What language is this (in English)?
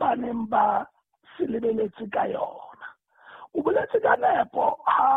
Southern Sotho